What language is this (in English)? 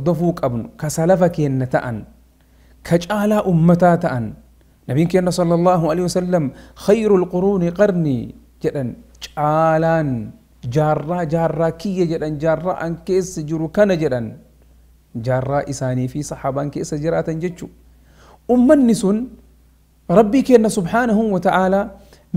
Oromo